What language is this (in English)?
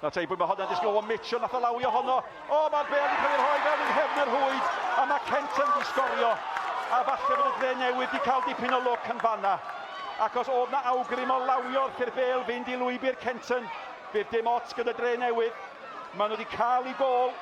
Welsh